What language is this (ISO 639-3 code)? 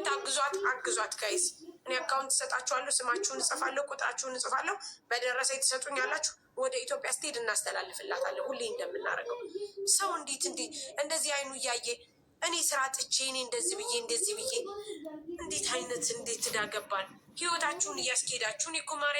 amh